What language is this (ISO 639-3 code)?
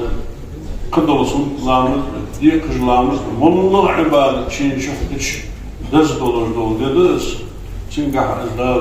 inh